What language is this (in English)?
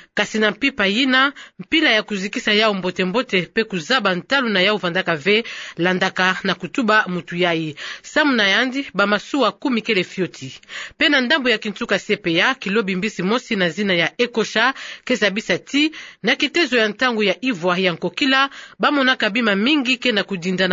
Kituba (Democratic Republic of Congo)